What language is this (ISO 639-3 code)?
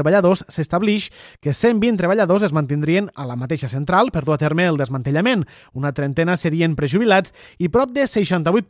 cat